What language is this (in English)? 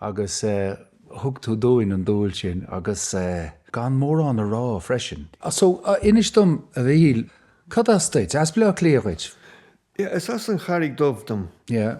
Irish